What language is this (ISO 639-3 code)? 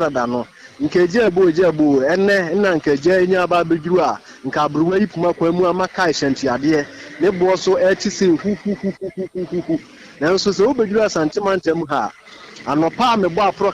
aka